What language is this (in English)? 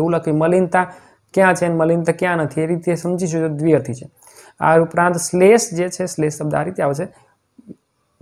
Gujarati